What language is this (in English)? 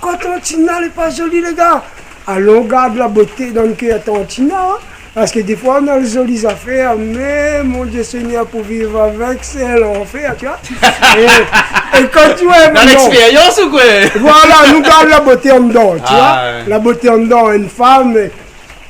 Réunion Creole French